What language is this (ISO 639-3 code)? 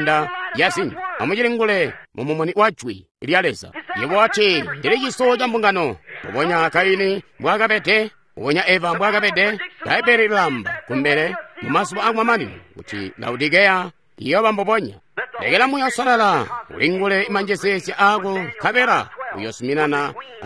toi